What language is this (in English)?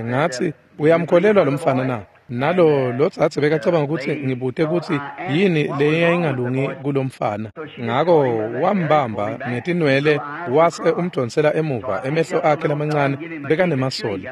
Swati